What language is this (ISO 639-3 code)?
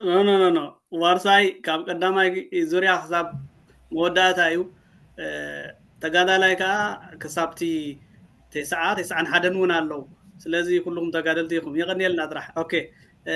tir